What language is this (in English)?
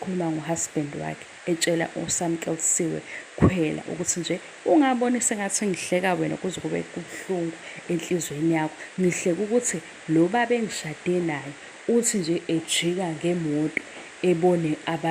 Zulu